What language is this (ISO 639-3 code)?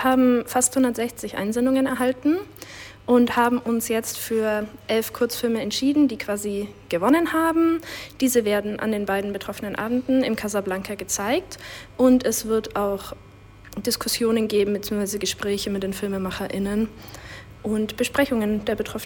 deu